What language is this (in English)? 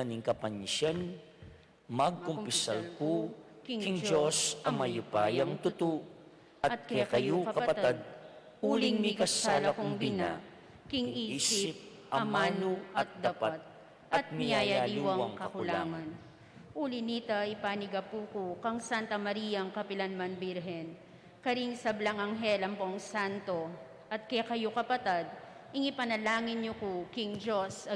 Pampanga